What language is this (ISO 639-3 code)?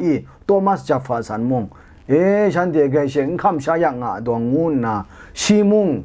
kac